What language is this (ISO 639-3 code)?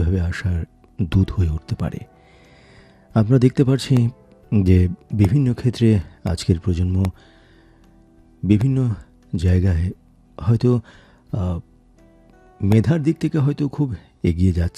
ben